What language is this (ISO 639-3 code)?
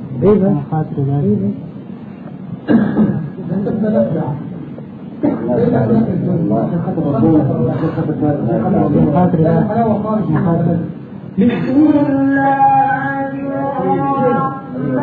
ara